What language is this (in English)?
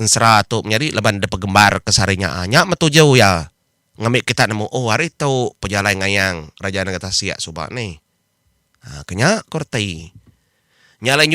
Iban